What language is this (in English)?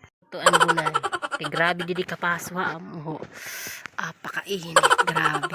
Waray